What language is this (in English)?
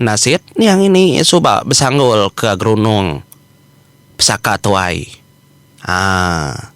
Iban